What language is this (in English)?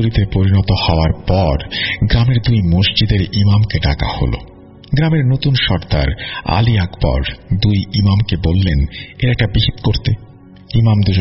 Bangla